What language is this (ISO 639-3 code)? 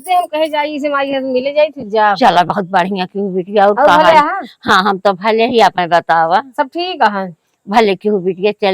awa